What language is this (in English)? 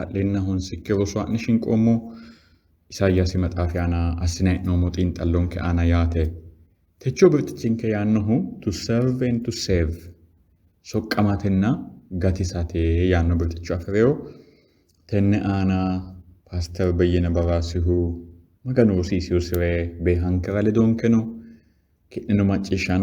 Sidamo